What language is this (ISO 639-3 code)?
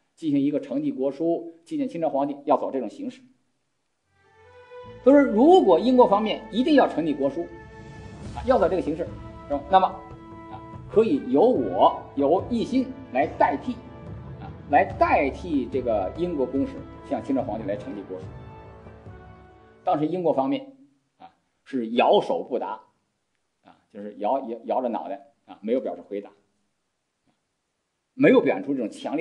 zho